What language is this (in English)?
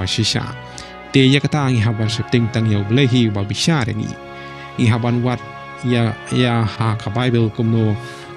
Khasi